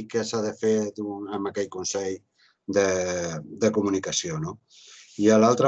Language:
Catalan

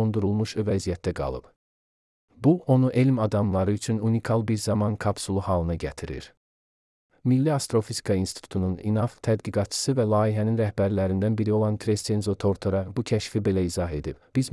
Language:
Azerbaijani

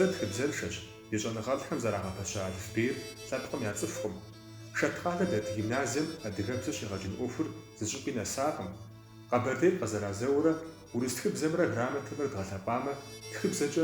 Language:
Kabardian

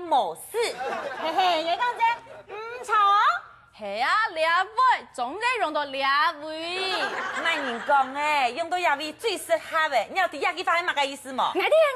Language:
Hakka Chinese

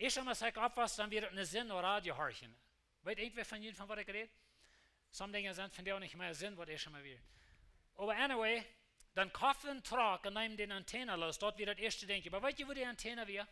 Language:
Plautdietsch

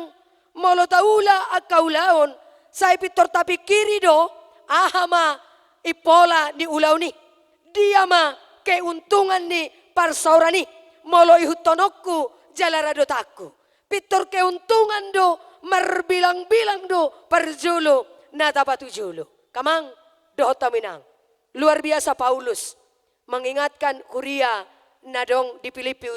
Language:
Batak Toba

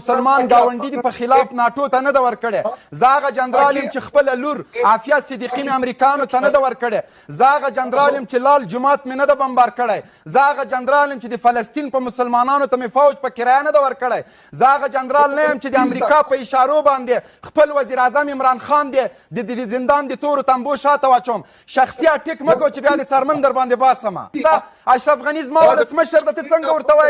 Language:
Pashto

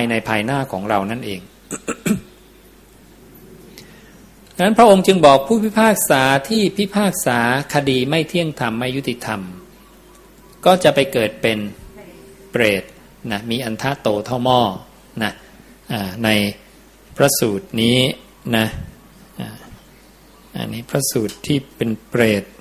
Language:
Thai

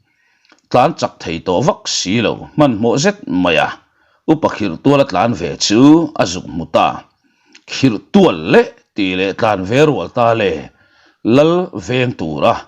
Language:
Mizo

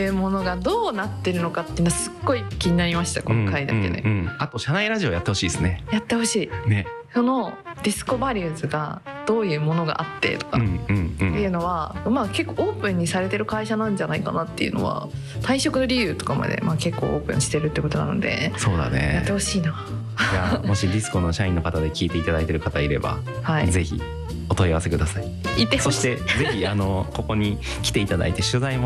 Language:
Japanese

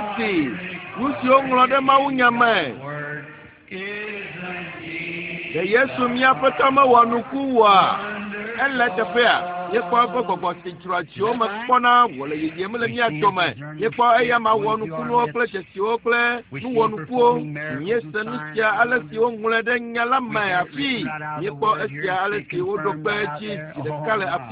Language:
Ewe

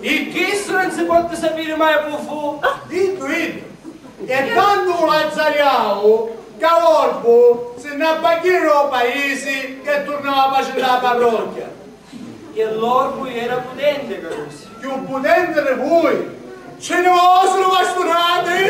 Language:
Sicilian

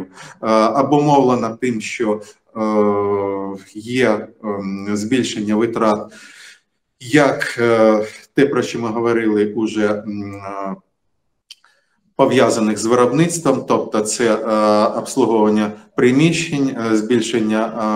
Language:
Ukrainian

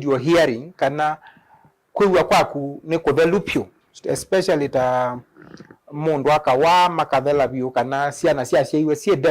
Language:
Kamba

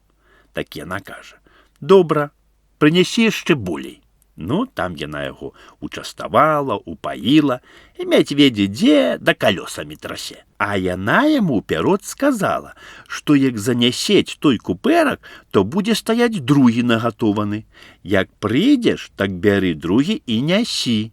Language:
Belarusian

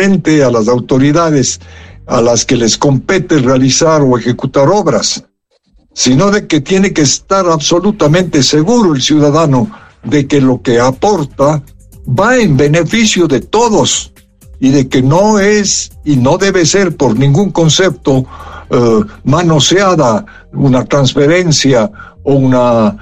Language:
Spanish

